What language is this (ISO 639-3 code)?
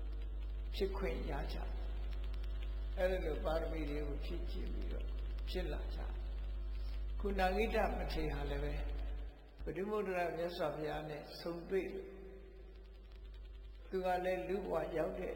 mya